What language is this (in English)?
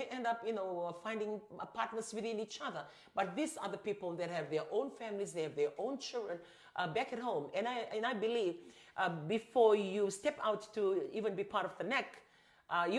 Fijian